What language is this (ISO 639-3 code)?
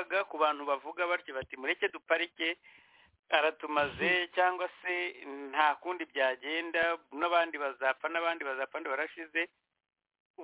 kin